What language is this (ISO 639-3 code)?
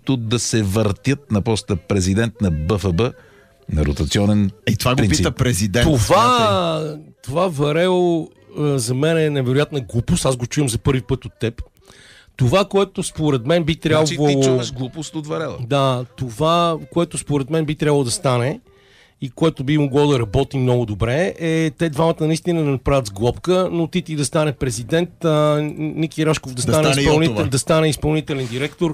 bul